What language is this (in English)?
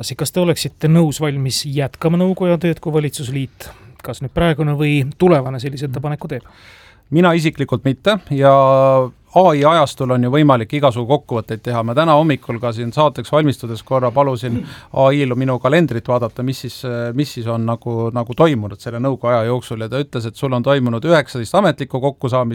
Estonian